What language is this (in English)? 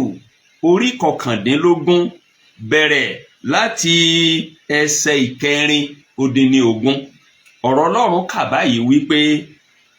Yoruba